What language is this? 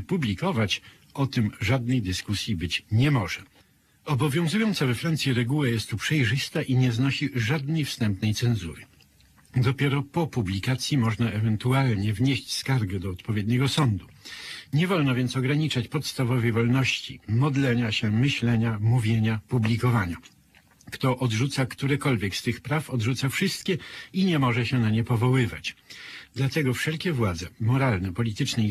Polish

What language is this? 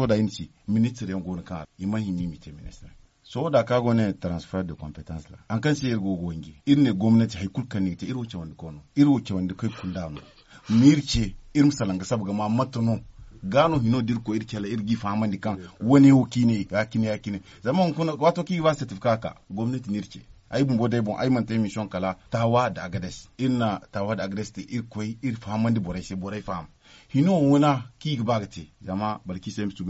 Zarma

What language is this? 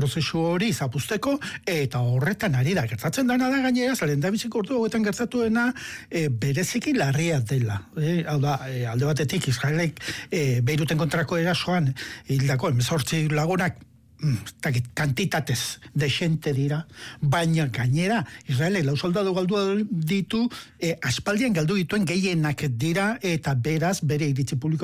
Basque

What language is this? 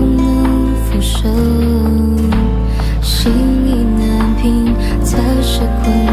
Chinese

